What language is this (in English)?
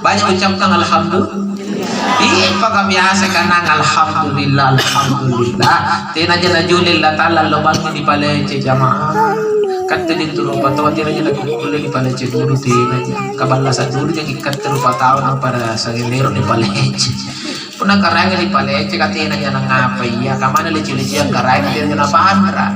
Makasar